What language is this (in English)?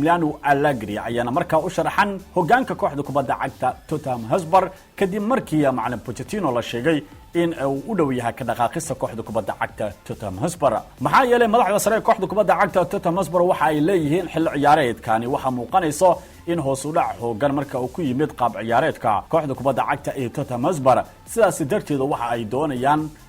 Somali